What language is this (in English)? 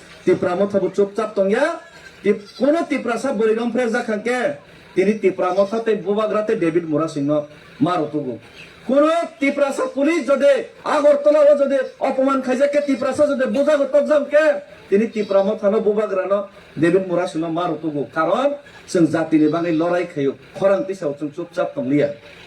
Kok Borok